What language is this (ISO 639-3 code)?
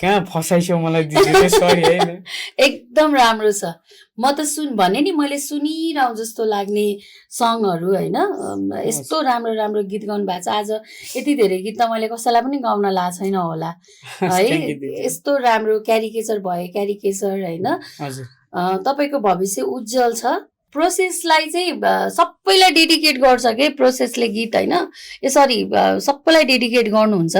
nep